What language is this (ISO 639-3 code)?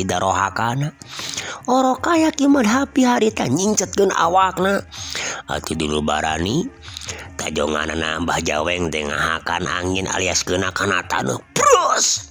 sun